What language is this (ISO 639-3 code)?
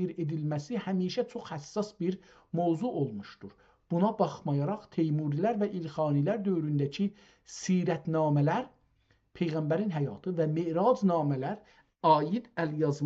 azb